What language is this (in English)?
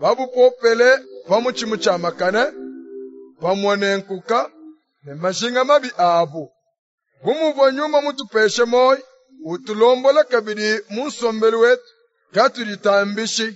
Luba-Lulua